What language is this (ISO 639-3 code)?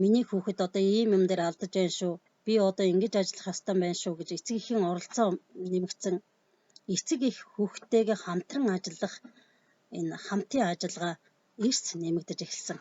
mon